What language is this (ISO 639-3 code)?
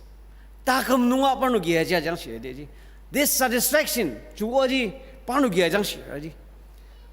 njo